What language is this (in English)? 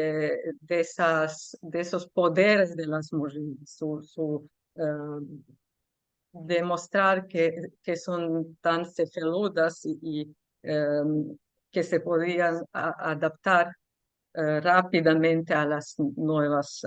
Ladino